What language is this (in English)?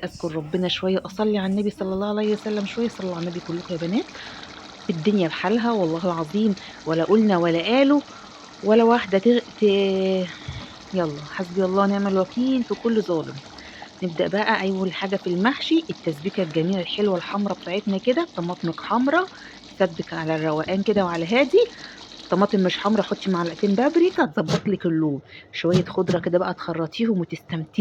Egyptian Arabic